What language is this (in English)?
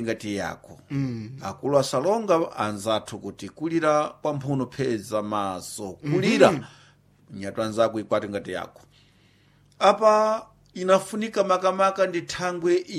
Sena